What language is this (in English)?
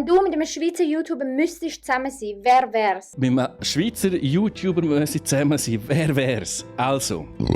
Swiss German